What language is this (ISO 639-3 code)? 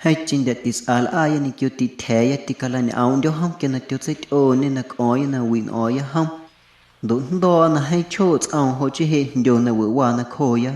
amu